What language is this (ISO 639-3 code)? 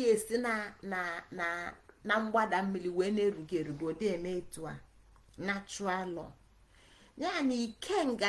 ibo